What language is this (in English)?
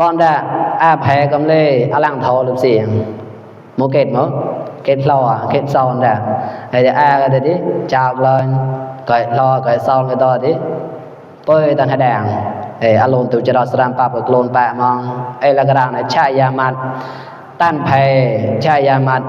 Mon